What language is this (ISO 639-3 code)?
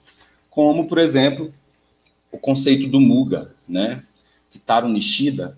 por